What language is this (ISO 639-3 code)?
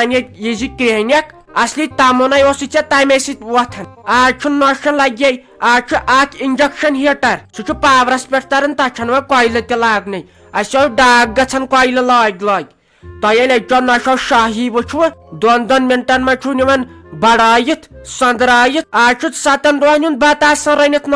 kas